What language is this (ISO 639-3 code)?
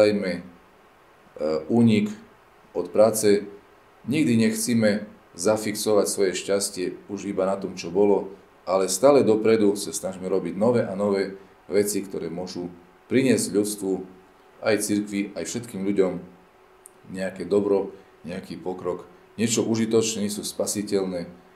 slk